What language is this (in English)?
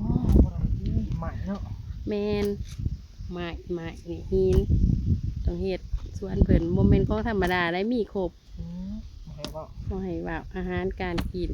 Northeastern Thai